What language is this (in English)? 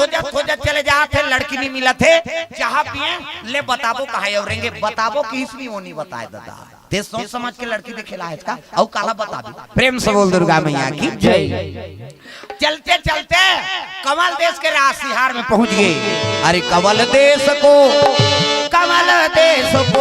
Chhattisgarhi